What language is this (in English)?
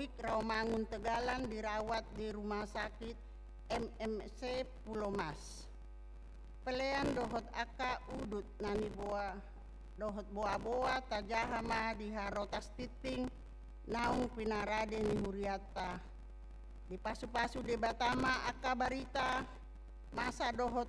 Batak Toba